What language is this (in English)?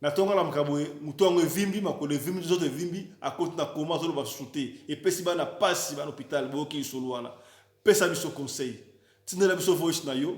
Lingala